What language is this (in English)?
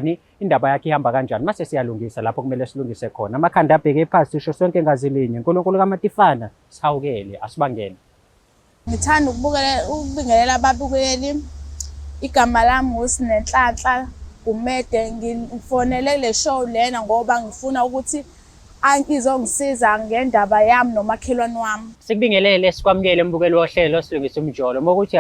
Zulu